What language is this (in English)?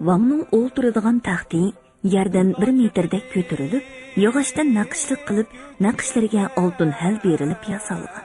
Uyghur